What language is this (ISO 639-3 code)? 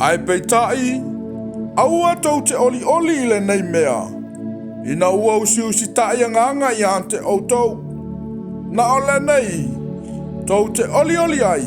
smo